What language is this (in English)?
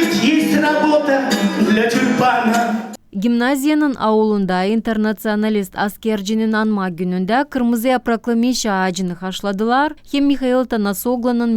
Gagauz